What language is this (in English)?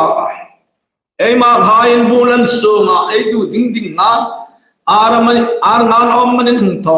Hmar